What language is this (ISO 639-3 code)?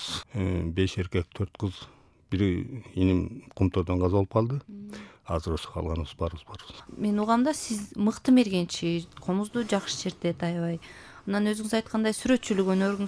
kir